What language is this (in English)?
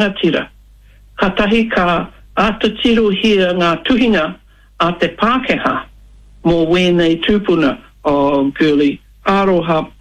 Māori